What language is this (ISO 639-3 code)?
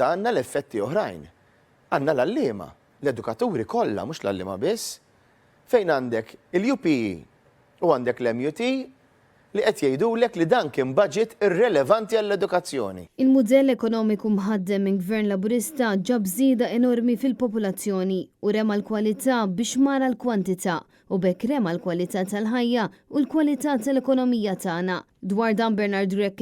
mlt